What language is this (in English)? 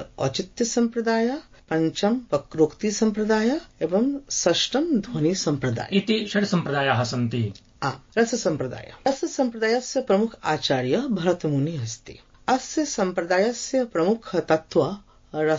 Sanskrit